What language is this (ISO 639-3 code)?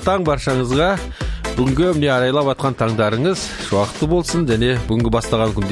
kaz